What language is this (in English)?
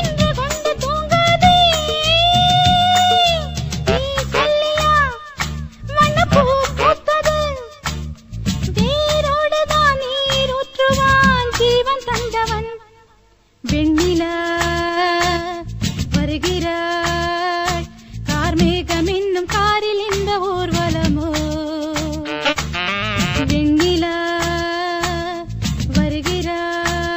Tamil